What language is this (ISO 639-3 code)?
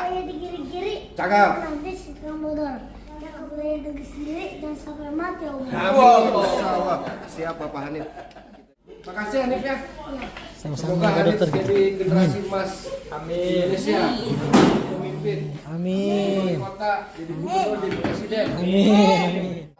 bew